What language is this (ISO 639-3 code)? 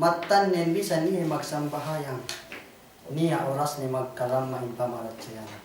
yka